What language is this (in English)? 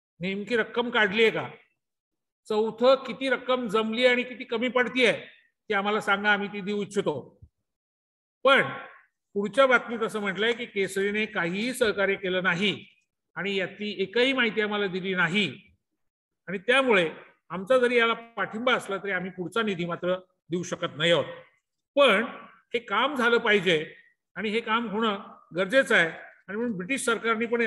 Marathi